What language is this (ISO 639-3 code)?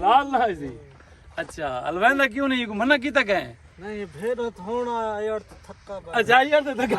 skr